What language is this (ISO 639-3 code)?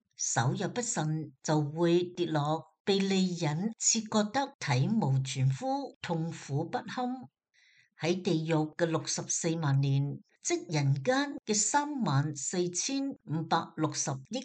yue